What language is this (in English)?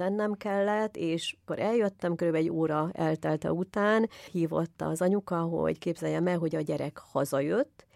Hungarian